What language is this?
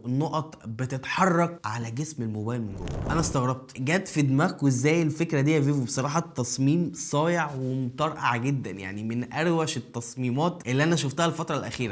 Egyptian Arabic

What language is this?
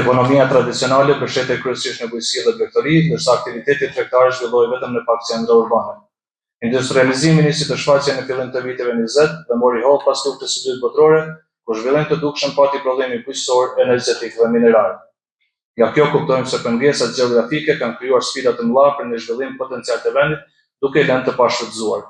Albanian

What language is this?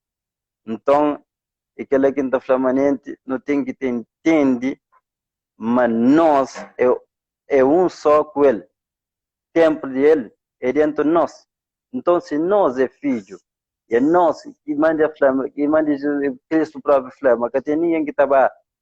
Kabuverdianu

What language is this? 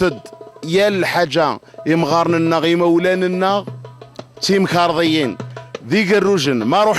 Kabyle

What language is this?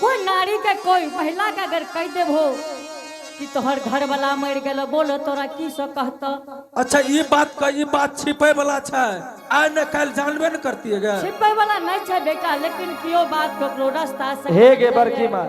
Angika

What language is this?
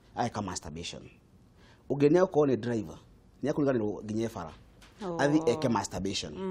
Kikuyu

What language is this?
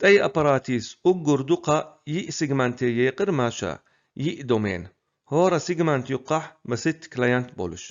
Chechen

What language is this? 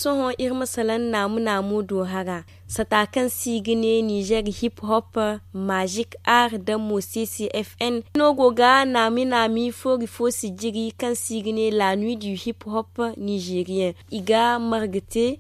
Zarma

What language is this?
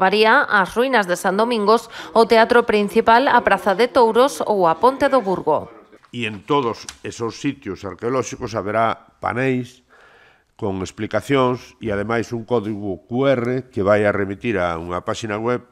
Galician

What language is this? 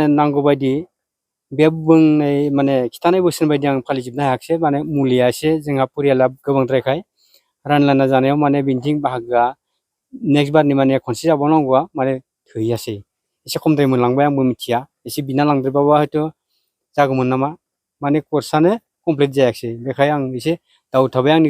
Bodo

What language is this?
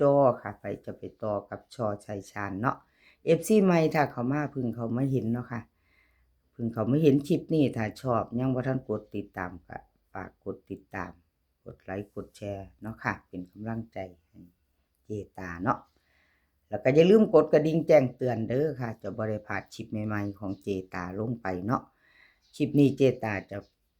Northeastern Thai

